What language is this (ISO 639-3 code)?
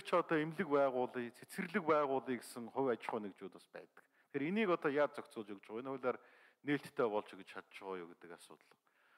mon